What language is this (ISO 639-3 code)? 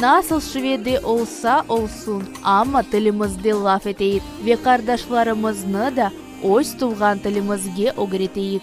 crh